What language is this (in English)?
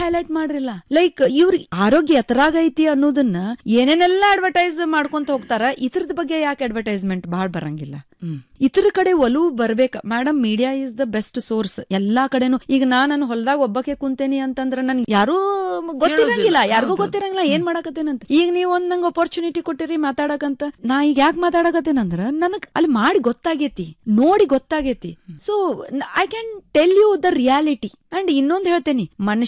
Kannada